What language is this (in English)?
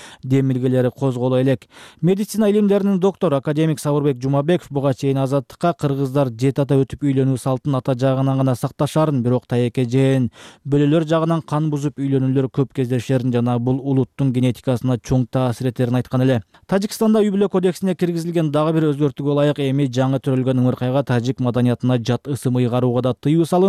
Kyrgyz